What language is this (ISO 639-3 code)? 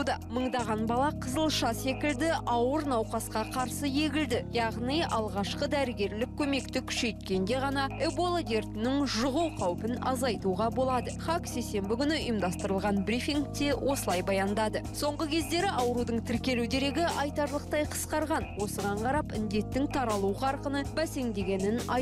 kaz